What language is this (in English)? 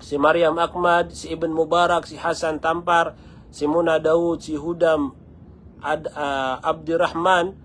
Maranao